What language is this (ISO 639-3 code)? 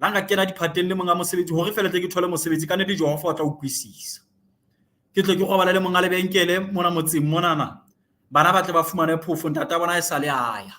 sot